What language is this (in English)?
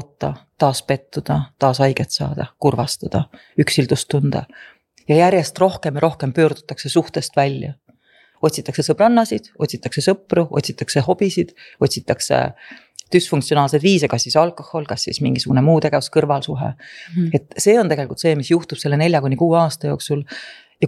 Estonian